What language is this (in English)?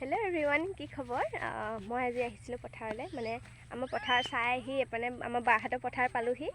Assamese